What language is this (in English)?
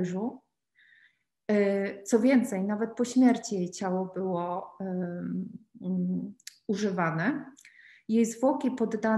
Polish